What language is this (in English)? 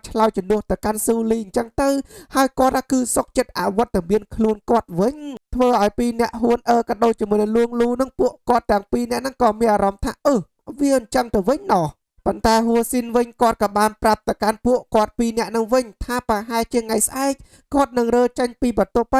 Khmer